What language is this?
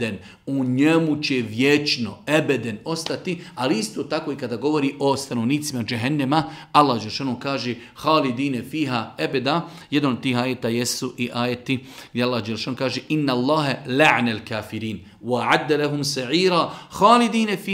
Bosnian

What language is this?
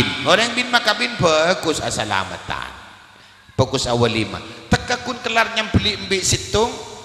Madurese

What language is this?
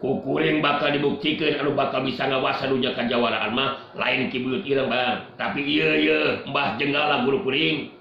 Sundanese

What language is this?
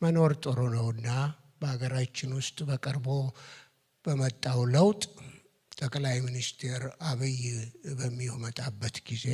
Amharic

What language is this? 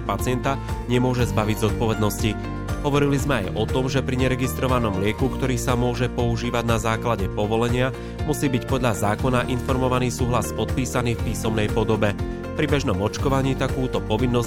Slovak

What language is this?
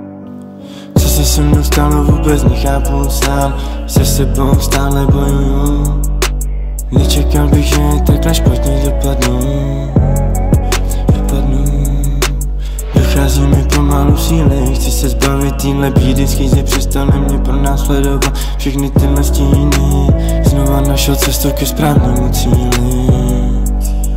Czech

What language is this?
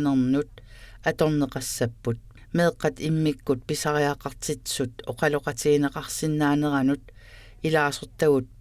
Kalaallisut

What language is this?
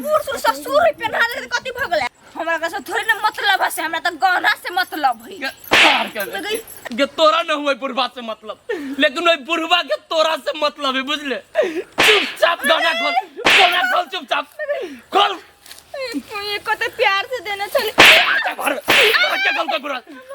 Maithili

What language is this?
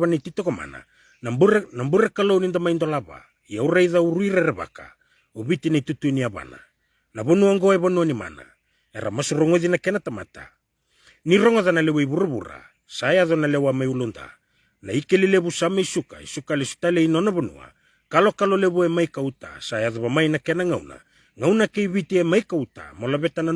Fijian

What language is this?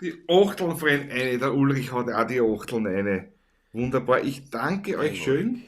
Bavarian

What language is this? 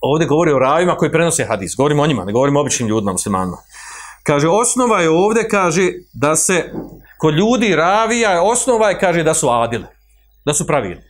Bosnian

